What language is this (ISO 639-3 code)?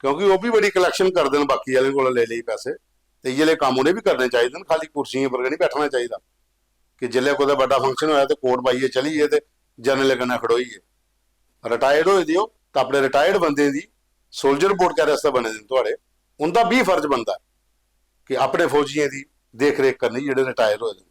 doi